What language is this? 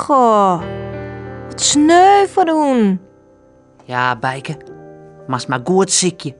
Western Frisian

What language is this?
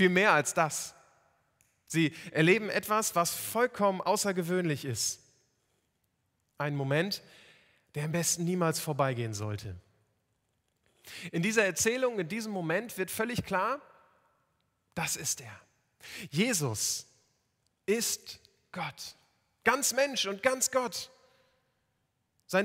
German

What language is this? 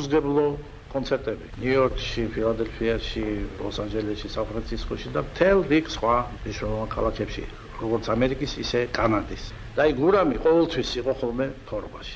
Georgian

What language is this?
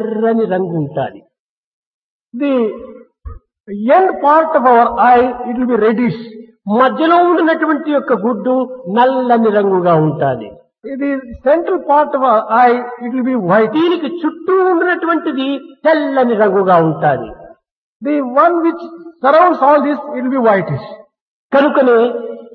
Telugu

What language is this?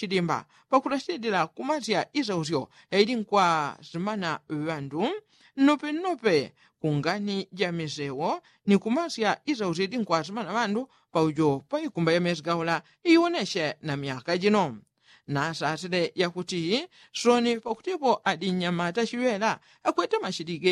Yao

